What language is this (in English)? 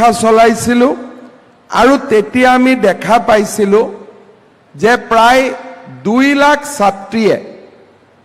Assamese